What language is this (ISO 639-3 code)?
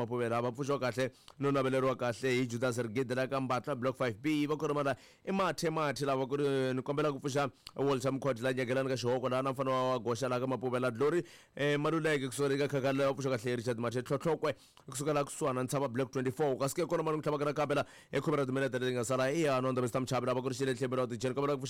tso